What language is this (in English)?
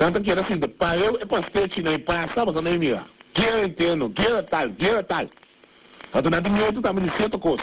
Papiamento